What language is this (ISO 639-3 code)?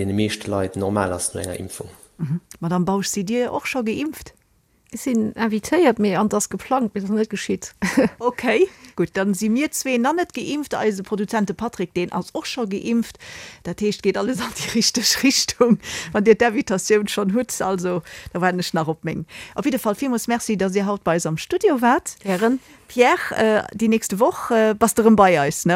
ltz